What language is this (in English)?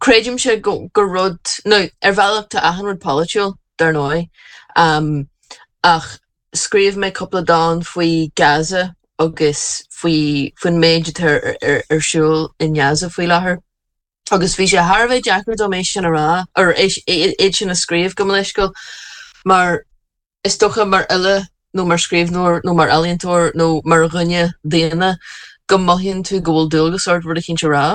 Irish